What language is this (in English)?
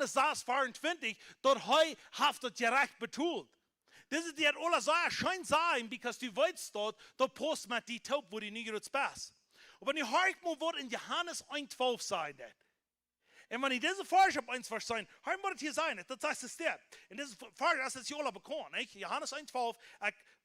Plautdietsch